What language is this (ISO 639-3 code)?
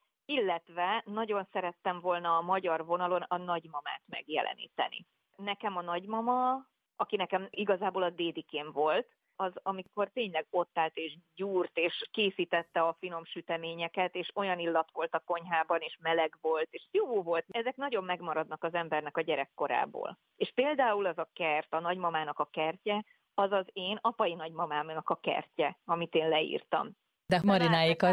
hun